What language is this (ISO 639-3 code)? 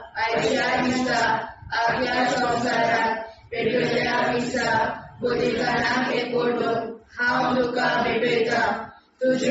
kok